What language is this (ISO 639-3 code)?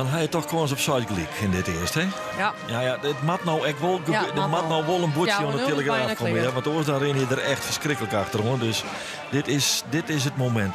fry